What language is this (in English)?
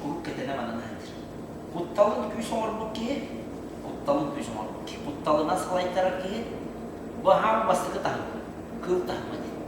Yakut